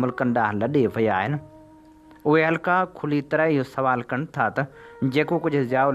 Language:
Sindhi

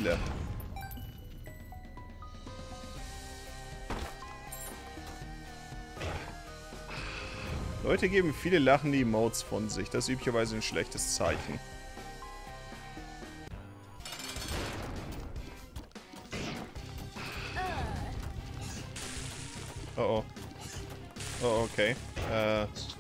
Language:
German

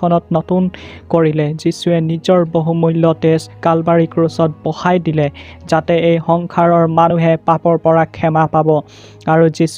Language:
Assamese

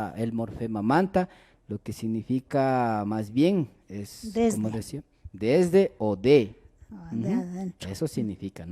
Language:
Imbabura Highland Quichua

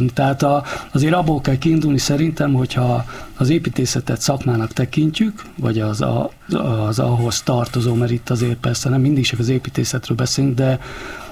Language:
Hungarian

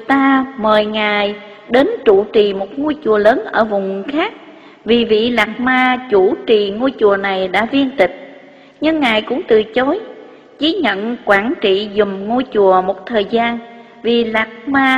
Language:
Vietnamese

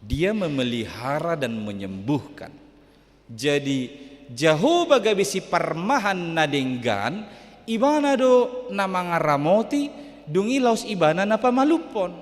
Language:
Batak Toba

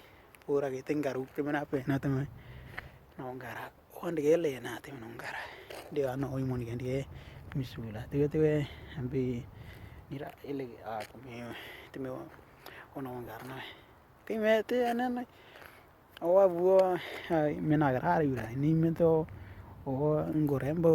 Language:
Western Dani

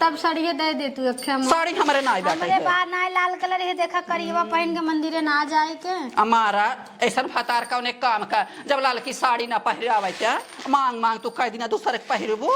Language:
Awadhi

